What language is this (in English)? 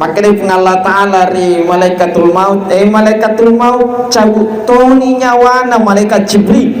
Buginese